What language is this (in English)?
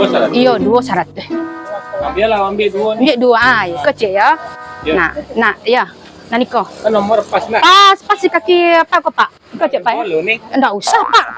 Minangkabau